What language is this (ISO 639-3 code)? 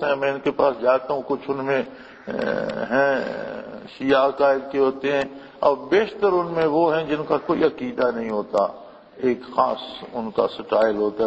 urd